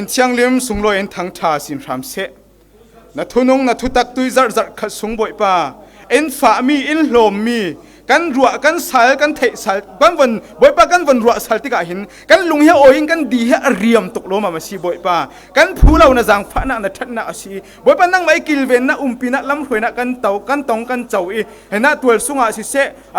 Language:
Falam Chin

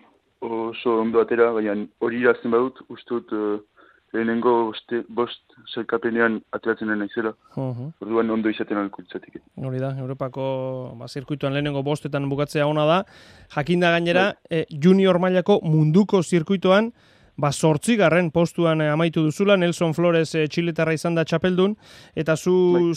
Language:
Basque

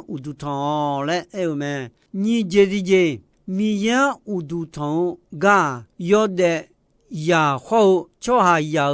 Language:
Akha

